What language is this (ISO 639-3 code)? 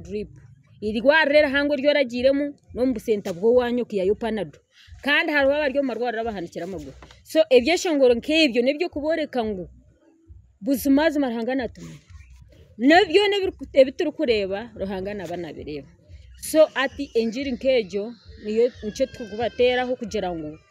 nyn